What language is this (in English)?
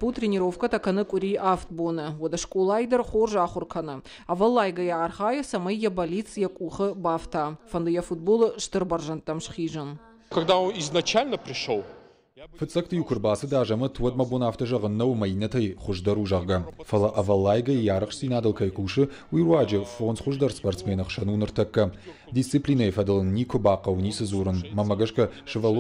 Ossetic